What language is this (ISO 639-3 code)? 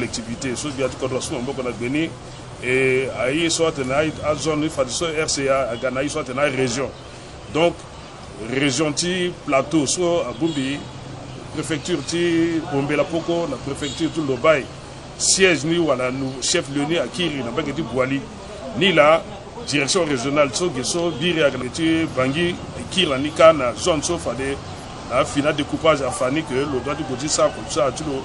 sag